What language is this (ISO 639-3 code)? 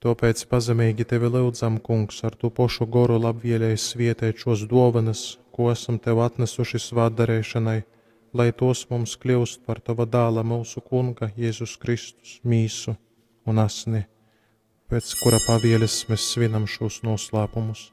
ltg